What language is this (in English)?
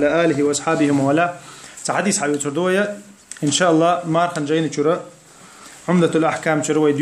Chechen